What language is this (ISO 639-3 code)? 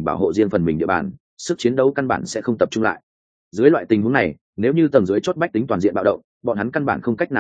vie